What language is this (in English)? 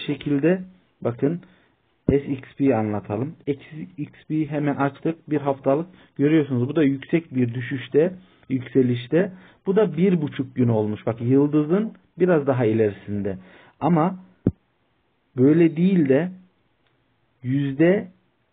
Turkish